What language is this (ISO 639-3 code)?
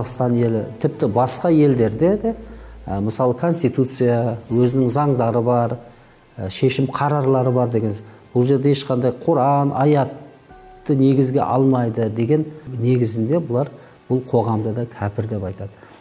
kaz